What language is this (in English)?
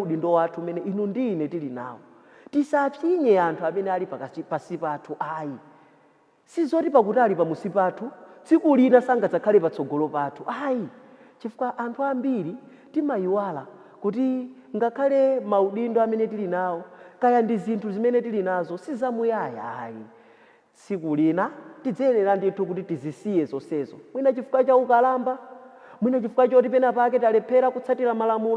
Nyanja